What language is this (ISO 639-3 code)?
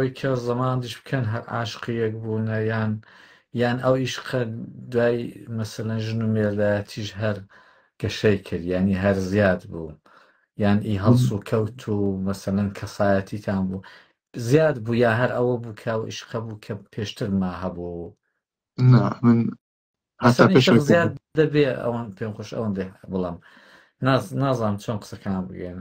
ckb